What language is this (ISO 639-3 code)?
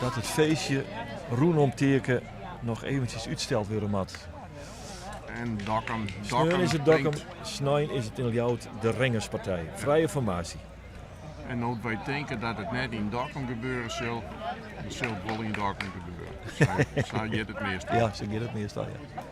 fry